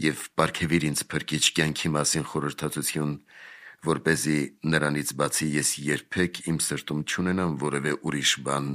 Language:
Armenian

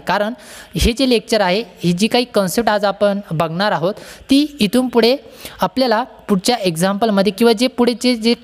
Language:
Marathi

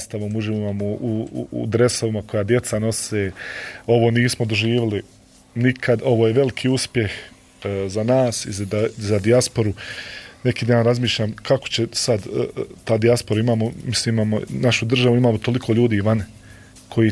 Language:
Bosnian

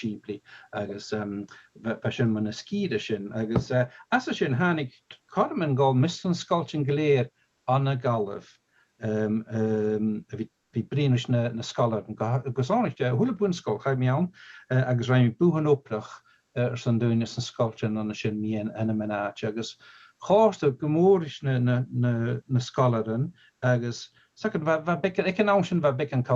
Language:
Scottish Gaelic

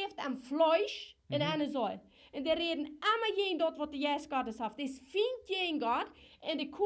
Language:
Plautdietsch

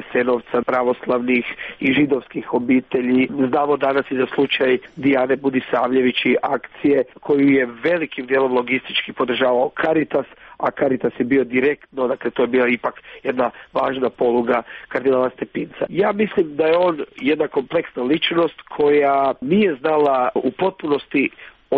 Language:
Croatian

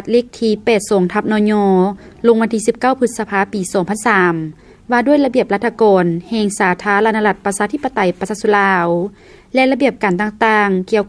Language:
Lao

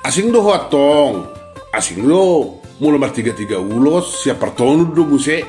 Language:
Batak Toba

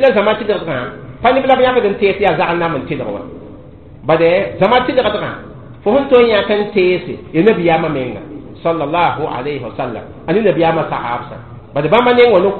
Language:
Mossi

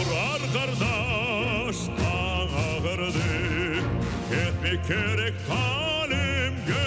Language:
Crimean Tatar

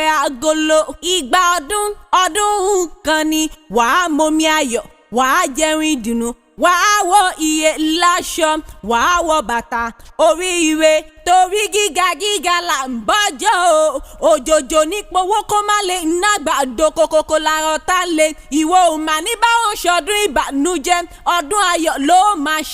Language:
Yoruba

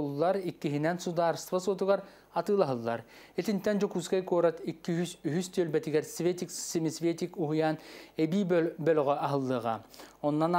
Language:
Yakut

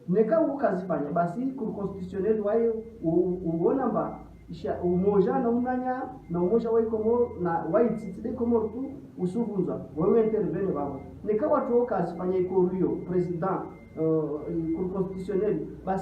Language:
Ngazidja Comorian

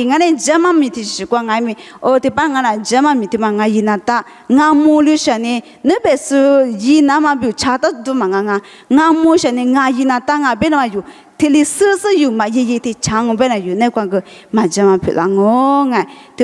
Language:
Lisu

